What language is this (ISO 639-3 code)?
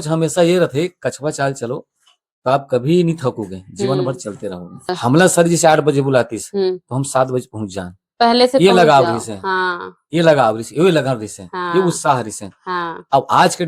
hne